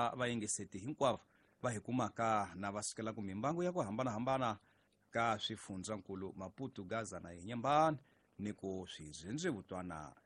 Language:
Tsonga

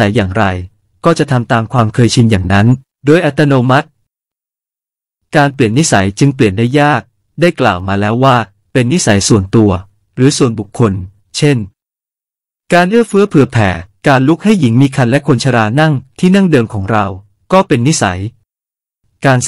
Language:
Thai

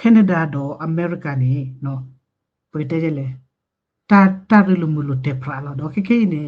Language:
S'gaw Karen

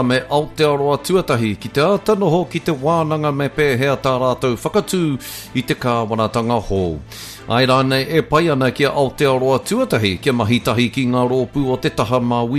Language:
Māori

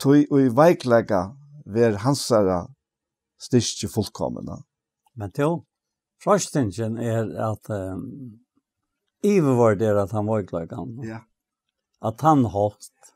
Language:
Faroese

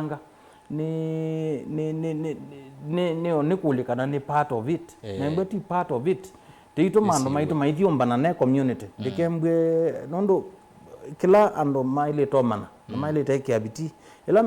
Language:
Kamba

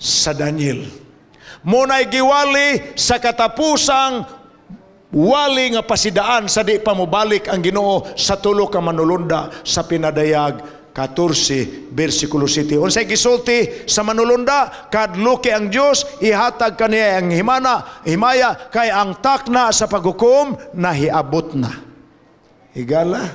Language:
Cebuano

